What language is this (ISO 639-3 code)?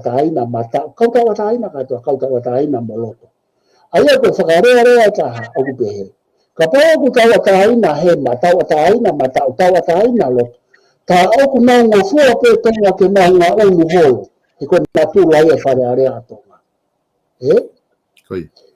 ton